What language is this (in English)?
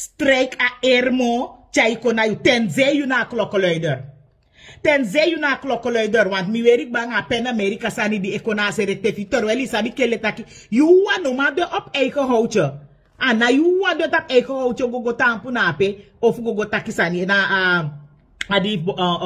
Sranan Tongo